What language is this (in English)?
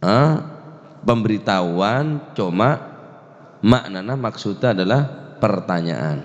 Madurese